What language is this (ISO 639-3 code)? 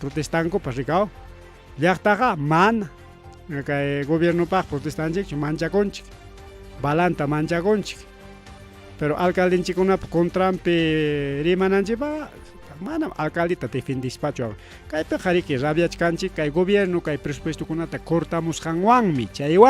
quy